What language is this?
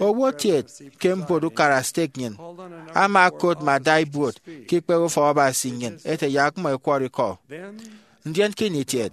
Efik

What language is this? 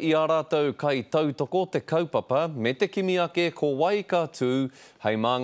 Māori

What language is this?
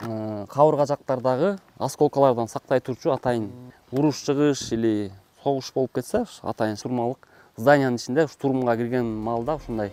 Kyrgyz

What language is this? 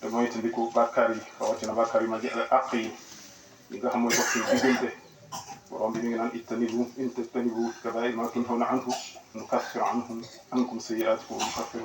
Wolof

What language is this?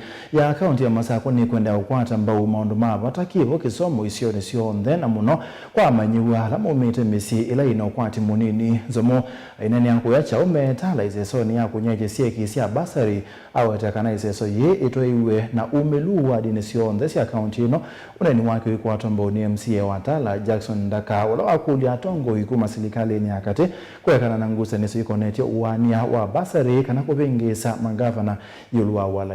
Kamba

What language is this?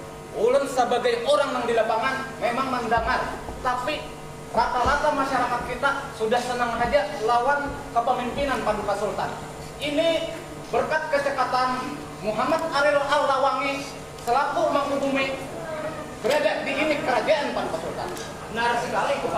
Banjar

